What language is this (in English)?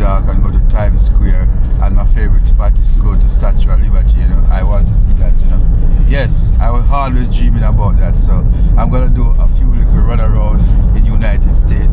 Jamaican Creole English